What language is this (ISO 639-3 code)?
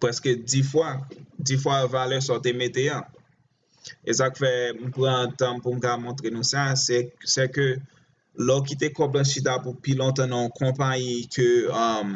hat